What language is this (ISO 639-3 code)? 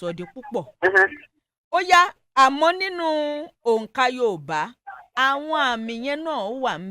yor